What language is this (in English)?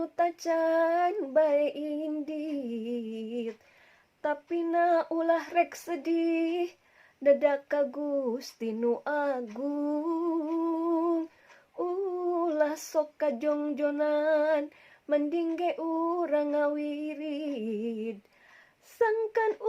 Sundanese